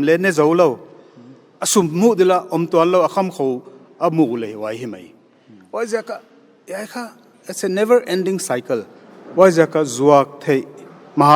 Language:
Paite Chin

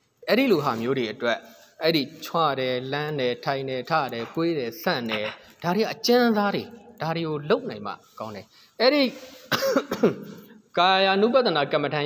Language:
Burmese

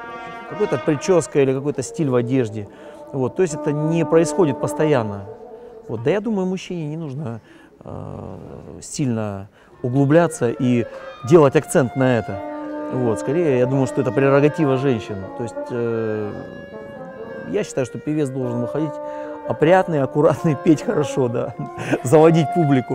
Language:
Russian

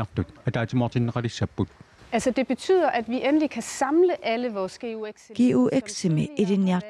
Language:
Kalaallisut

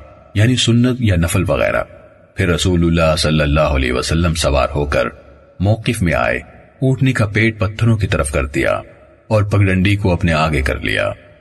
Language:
Urdu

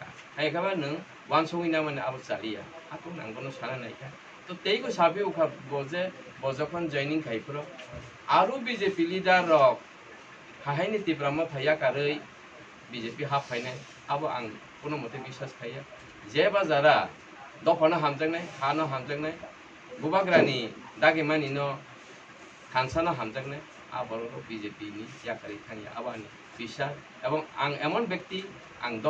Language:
Kok Borok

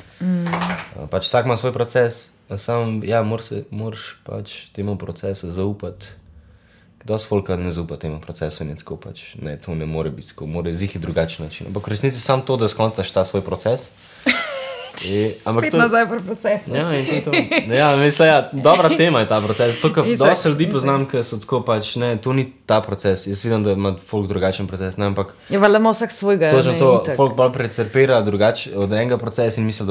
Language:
Slovenian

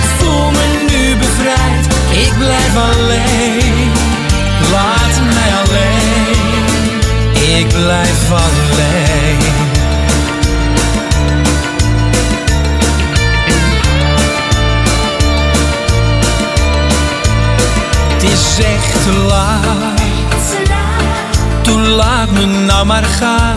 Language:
Dutch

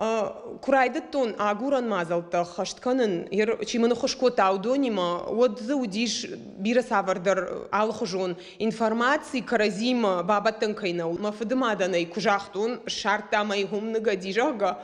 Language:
Ossetic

